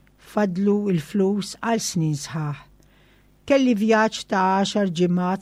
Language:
Maltese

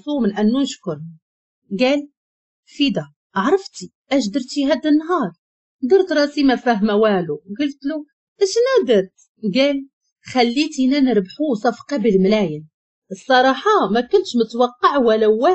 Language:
Moroccan Arabic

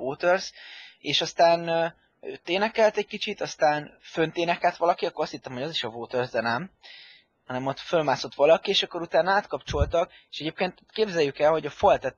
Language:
Hungarian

